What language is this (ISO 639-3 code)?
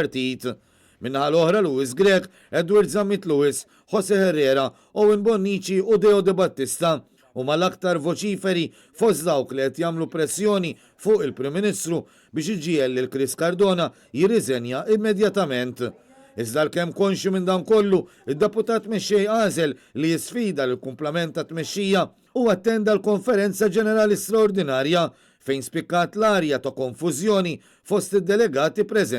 mlt